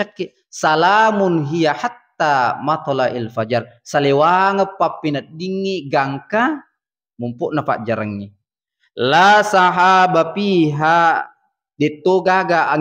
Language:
Buginese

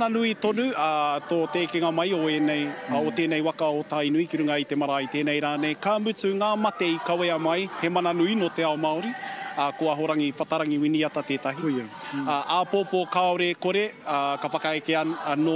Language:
Māori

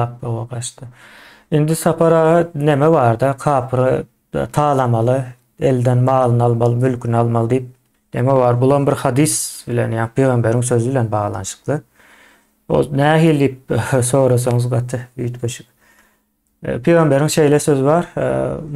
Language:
Turkmen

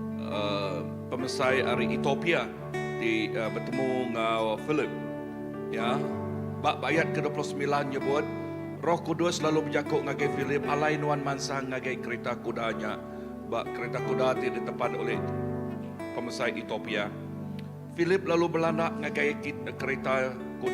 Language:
Iban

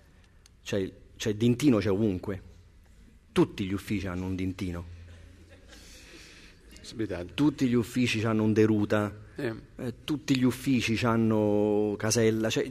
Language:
Italian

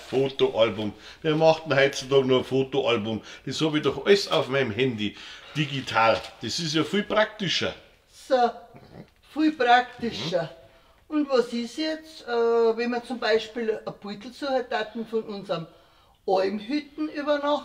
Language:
Bavarian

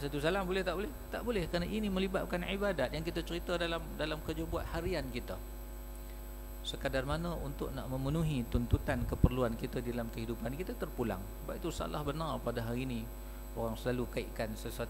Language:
Malay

